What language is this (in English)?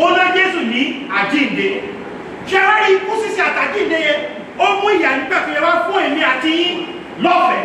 Yoruba